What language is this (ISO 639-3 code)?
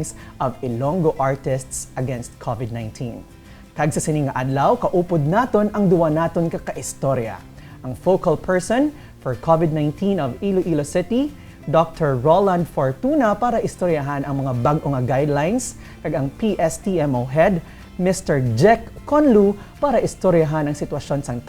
hil